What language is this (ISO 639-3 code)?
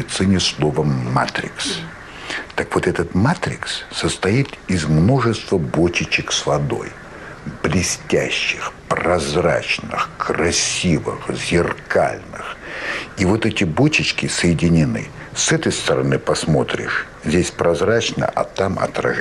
rus